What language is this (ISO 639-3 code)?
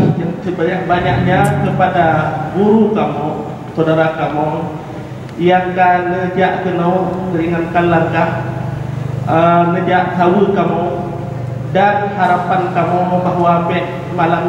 ace